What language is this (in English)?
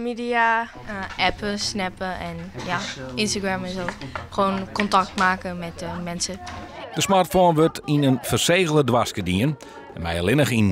Western Frisian